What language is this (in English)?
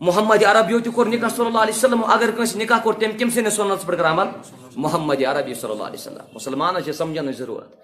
Kashmiri